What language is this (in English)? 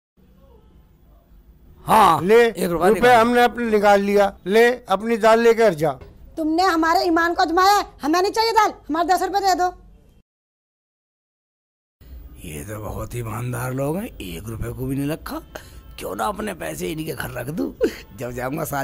Hindi